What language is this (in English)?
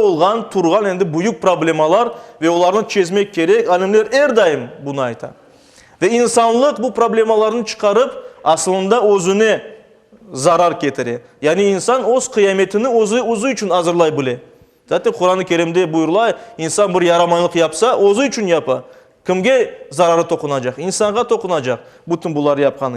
Crimean Tatar